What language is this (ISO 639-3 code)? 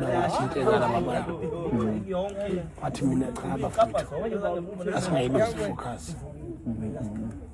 zul